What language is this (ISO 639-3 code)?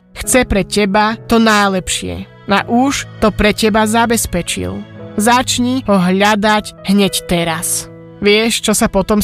slk